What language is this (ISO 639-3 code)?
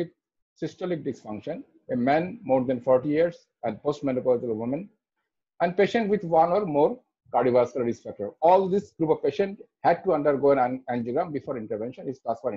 eng